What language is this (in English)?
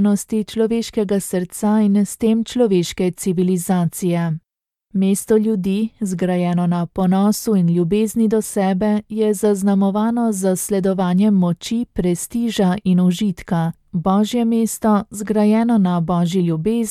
Slovenian